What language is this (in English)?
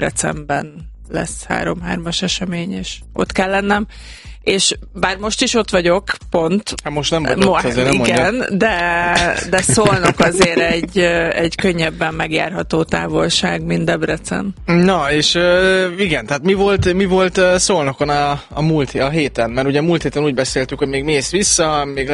Hungarian